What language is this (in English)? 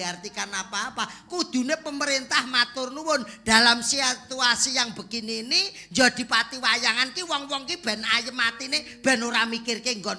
Javanese